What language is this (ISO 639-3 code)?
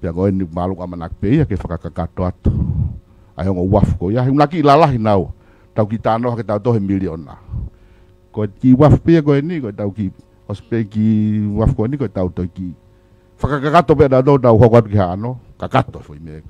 ton